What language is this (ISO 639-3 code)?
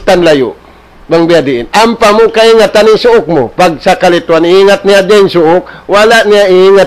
tsg